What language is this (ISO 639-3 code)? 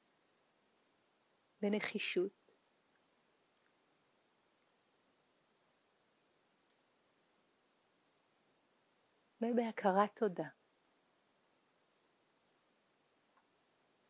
heb